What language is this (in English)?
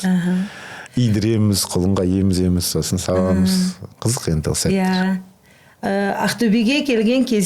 Kazakh